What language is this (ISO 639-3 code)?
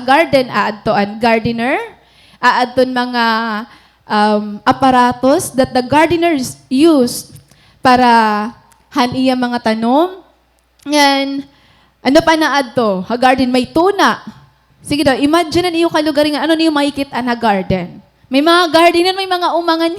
war